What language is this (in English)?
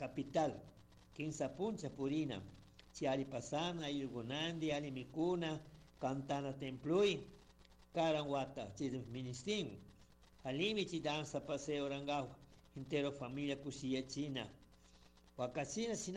Chimborazo Highland Quichua